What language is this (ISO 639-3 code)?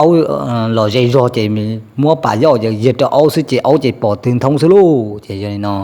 hmn